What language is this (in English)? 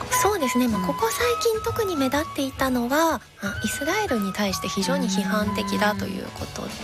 Japanese